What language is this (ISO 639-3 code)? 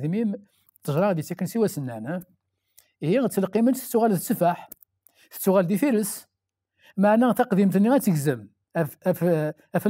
kab